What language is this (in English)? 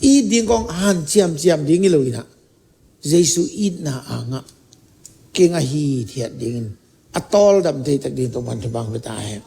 Tedim Chin